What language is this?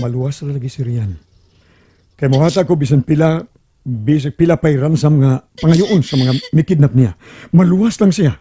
Cebuano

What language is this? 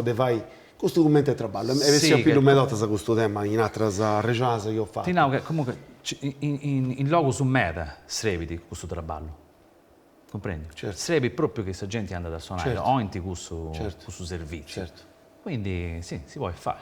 Sardinian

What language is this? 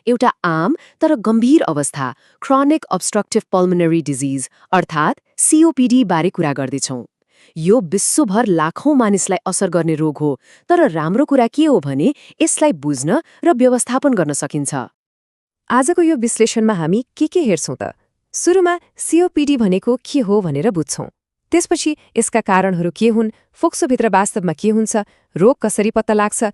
Nepali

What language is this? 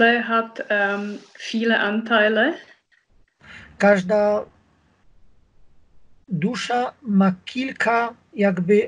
Polish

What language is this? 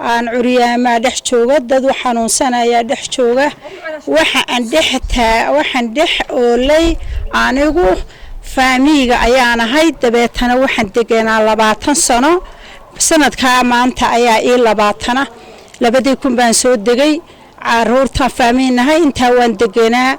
Somali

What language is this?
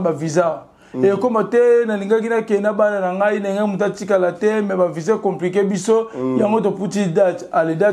Lingala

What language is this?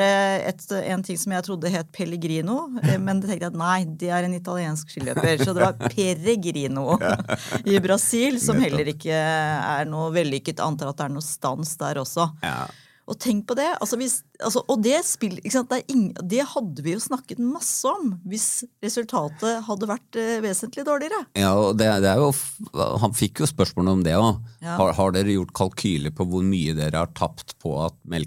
Norwegian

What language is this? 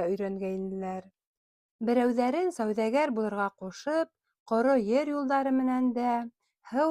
Bashkir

